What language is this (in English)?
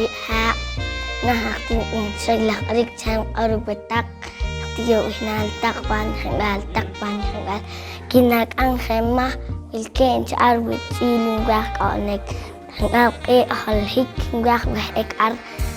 Poqomchi'